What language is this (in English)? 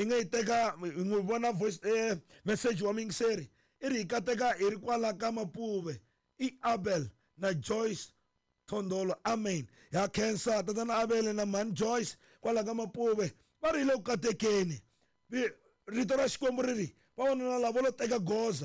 Tsonga